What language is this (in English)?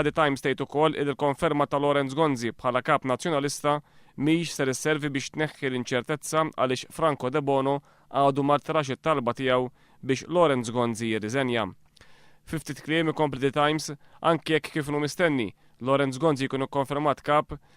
Maltese